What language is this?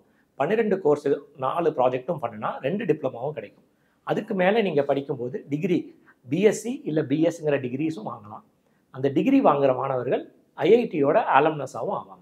Tamil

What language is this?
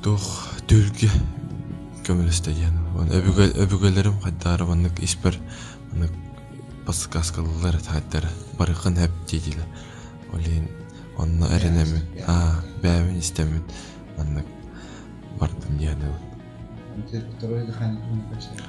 Yakut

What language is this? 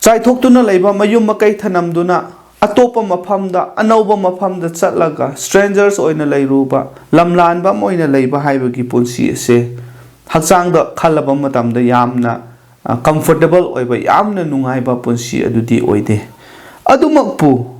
Manipuri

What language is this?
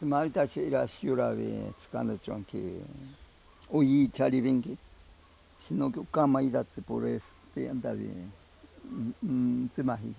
Ashéninka Perené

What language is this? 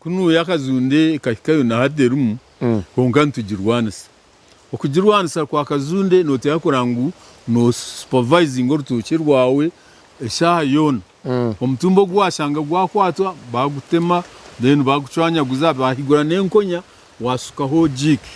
Nyankole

